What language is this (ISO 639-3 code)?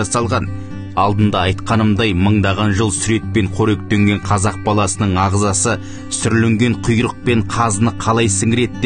kaz